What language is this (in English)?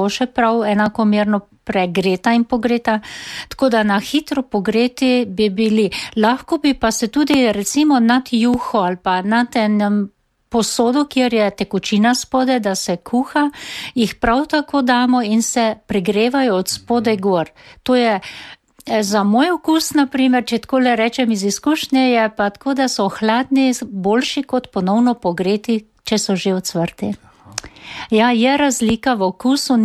Slovenian